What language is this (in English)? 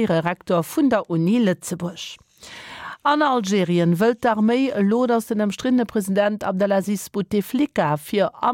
Luxembourgish